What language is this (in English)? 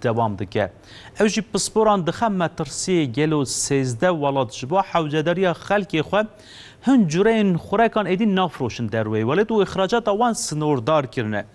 Kurdish